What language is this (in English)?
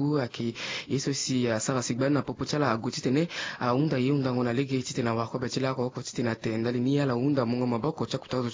Sango